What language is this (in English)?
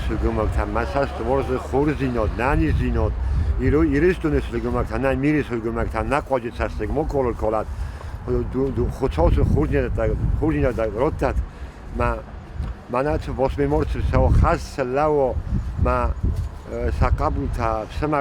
Ossetic